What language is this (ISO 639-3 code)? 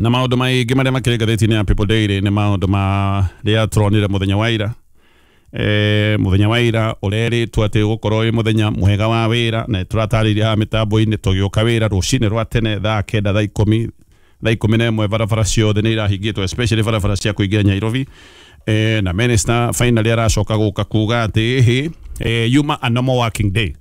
kik